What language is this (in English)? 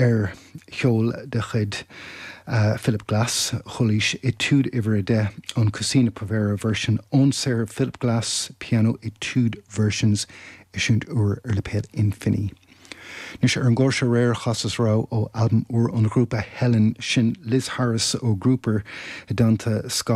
Irish